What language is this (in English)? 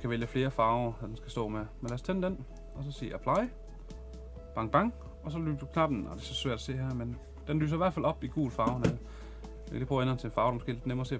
Danish